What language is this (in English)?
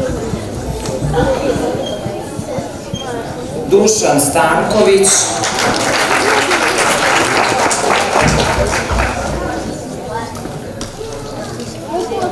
Serbian